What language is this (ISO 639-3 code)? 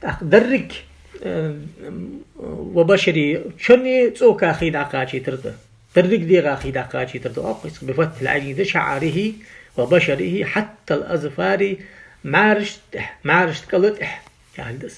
inh